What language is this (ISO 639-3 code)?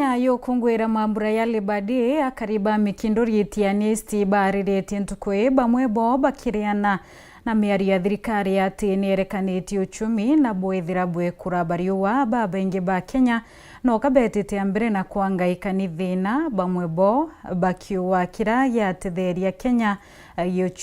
mer